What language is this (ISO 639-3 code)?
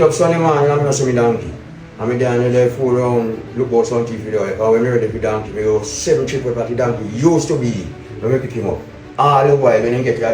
jam